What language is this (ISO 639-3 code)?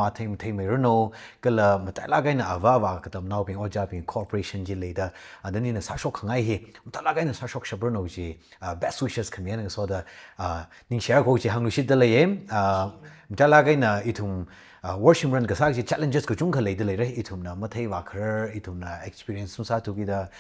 nmf